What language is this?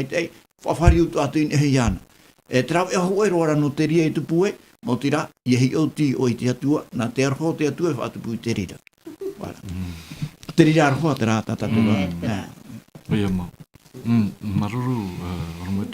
Tahitian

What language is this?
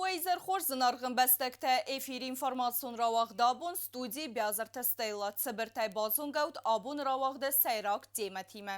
Ossetic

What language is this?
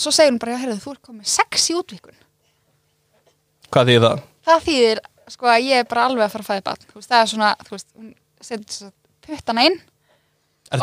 Icelandic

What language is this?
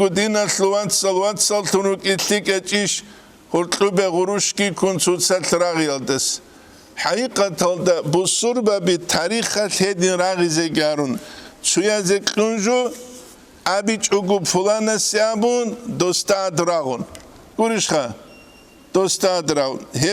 Avaric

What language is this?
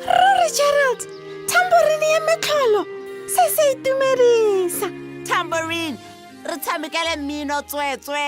Tswana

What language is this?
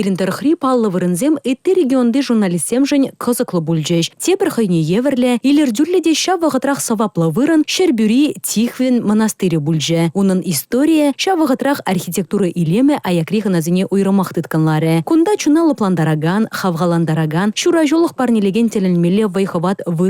Chuvash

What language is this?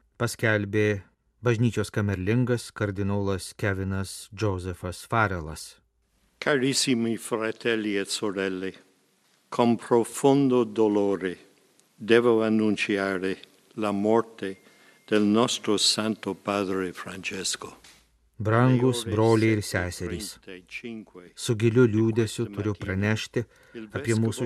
Lithuanian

